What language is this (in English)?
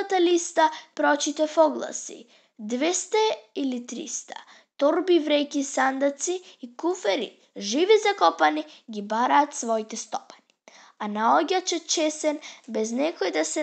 Macedonian